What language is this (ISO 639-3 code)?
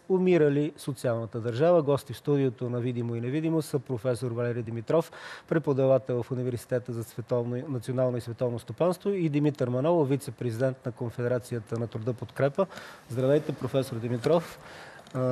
bul